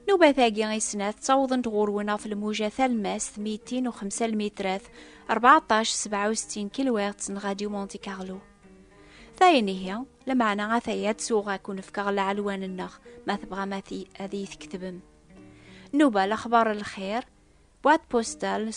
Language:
Kabyle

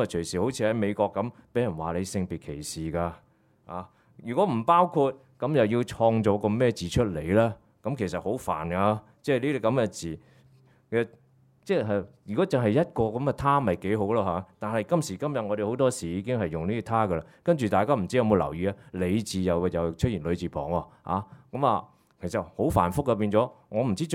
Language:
Cantonese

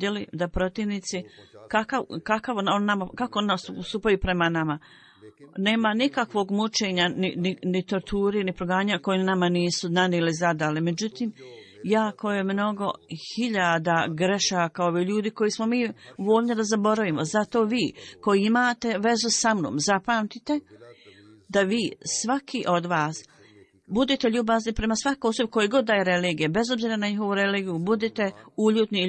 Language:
Bosnian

